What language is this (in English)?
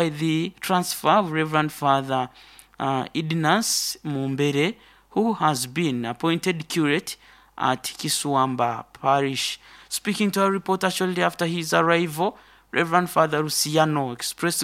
Nyoro